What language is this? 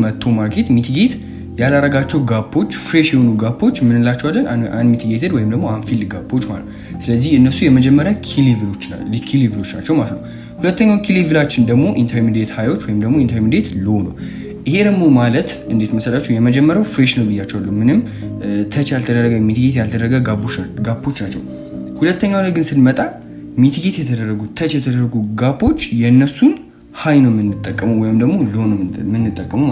Amharic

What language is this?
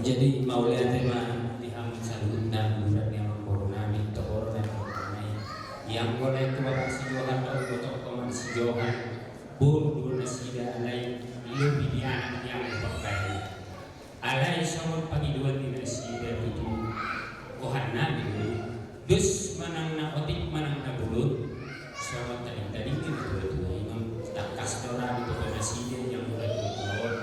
Batak Toba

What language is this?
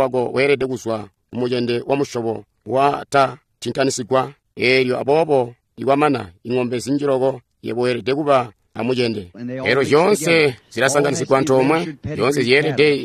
Tonga (Zambia)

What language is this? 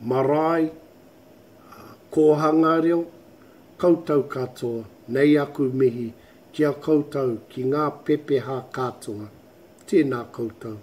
Māori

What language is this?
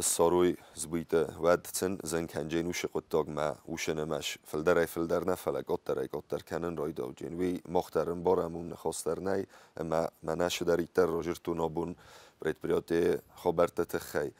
Ossetic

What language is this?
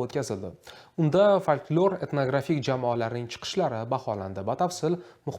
Uzbek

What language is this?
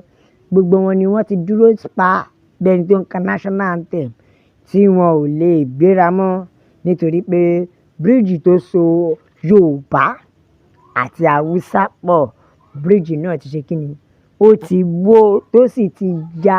Yoruba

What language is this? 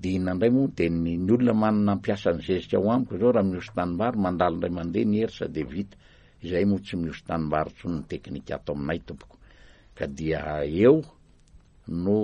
Malagasy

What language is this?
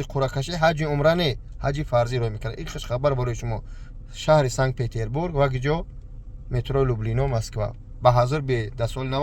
Tajik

